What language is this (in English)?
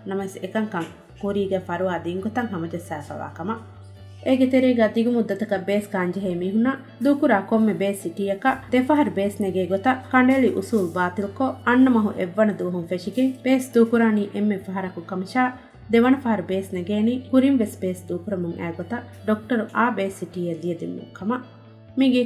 Divehi